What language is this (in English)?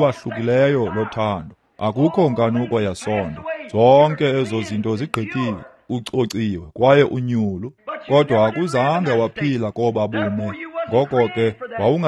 Xhosa